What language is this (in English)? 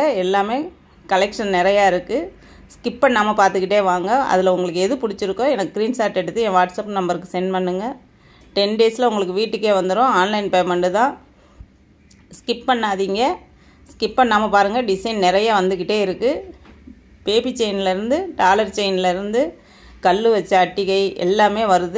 Tamil